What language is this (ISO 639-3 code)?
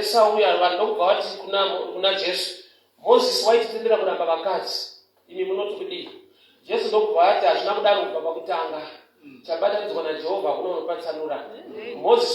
sna